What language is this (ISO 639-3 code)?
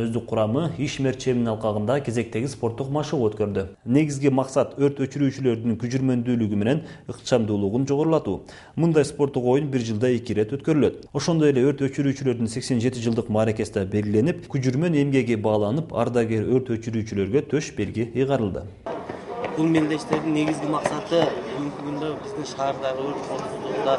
kir